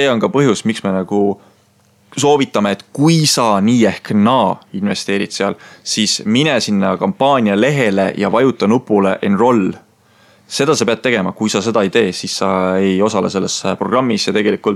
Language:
Estonian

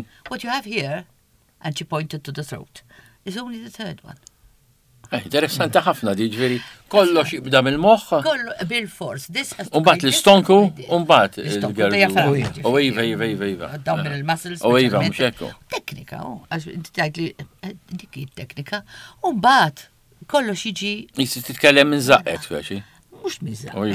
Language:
Maltese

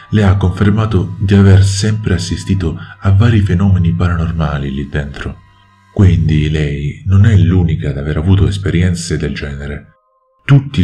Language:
Italian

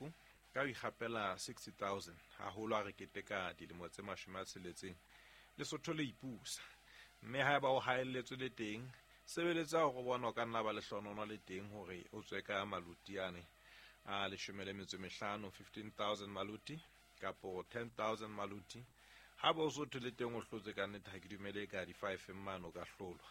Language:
Southern Sotho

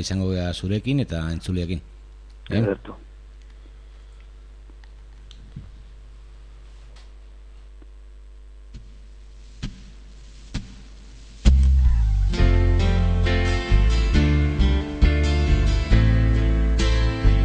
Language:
Basque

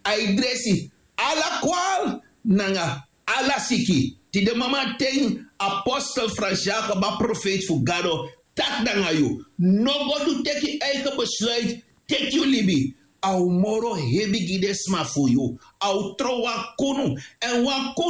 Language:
Sranan Tongo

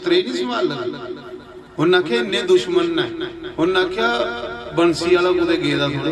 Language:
Dogri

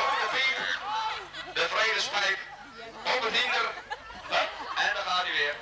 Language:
Western Frisian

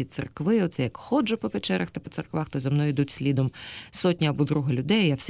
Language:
Ukrainian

